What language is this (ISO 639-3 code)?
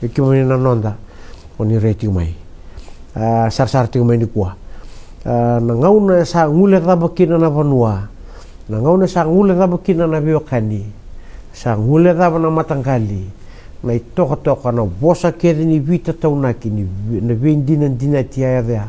fij